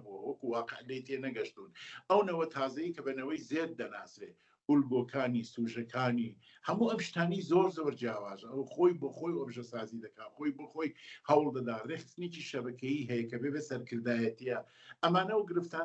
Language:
Central Kurdish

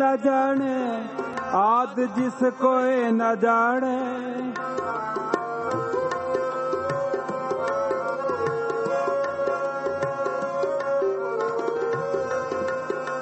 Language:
Hindi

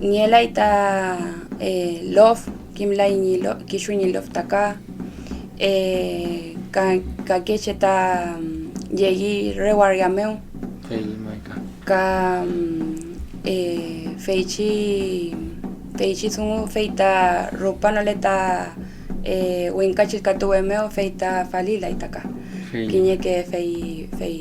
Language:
Mapuche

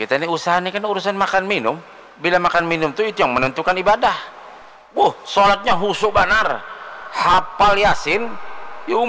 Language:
Banjar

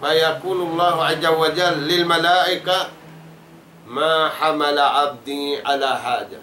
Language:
Tausug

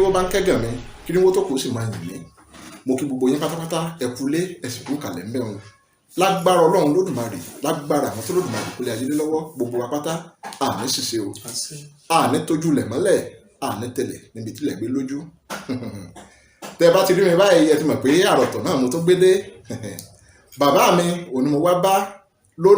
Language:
Yoruba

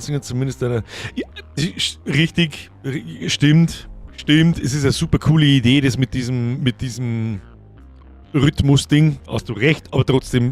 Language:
Bavarian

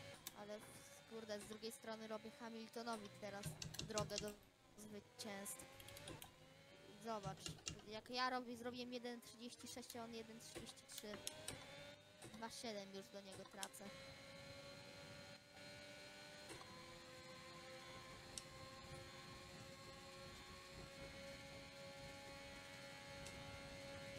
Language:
Polish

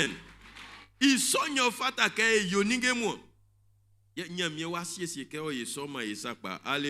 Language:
Baoulé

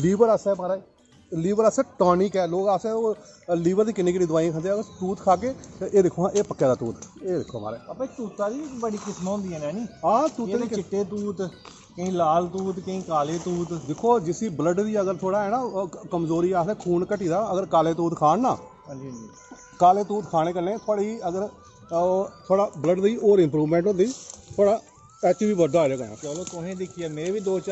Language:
Dogri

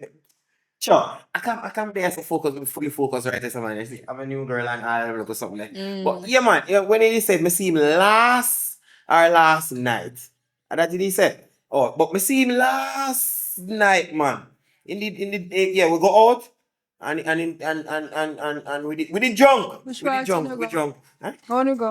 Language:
Jamaican Creole English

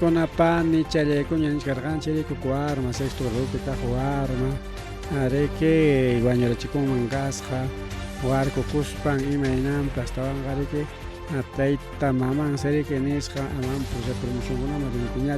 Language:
Ayacucho Quechua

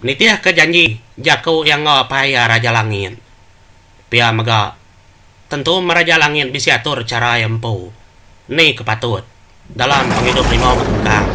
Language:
Iban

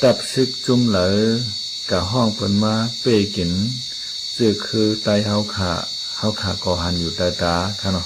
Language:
Shan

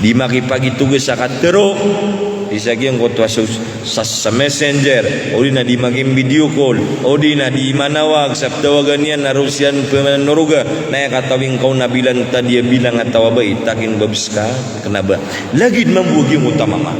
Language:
Maranao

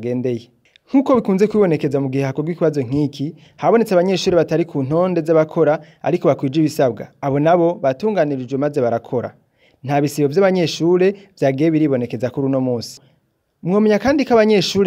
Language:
Rundi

